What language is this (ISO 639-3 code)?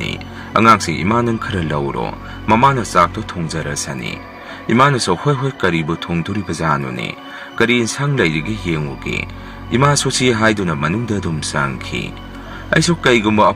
mni